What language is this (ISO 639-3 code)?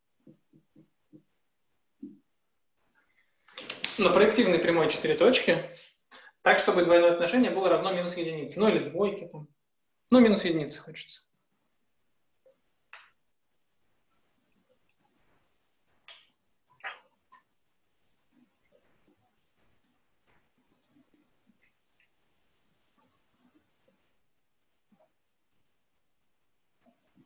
rus